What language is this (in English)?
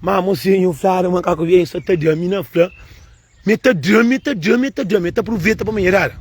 Kabuverdianu